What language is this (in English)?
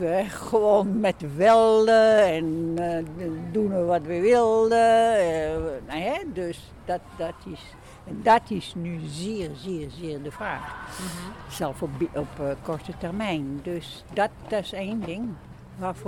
Dutch